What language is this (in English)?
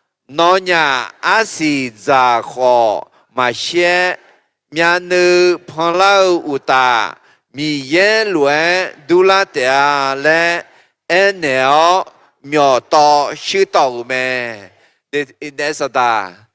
Akha